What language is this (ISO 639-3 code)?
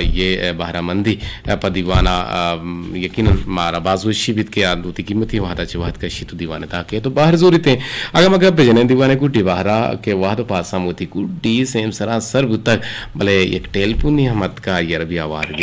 bgp